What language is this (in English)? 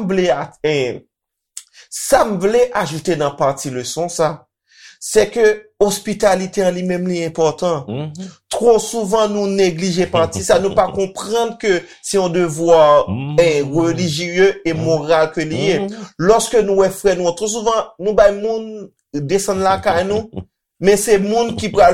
Haitian Creole